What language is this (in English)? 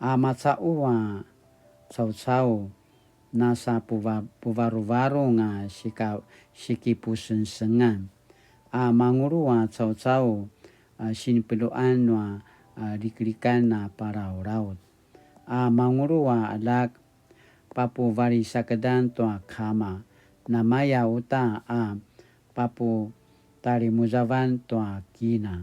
Paiwan